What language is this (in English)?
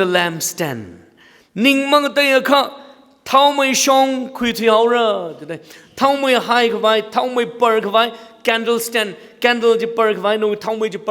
Tangkhul Naga (India)